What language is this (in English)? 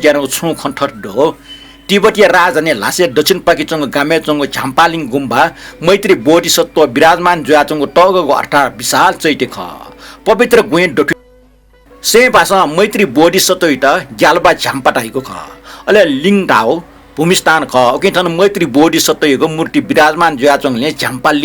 Newari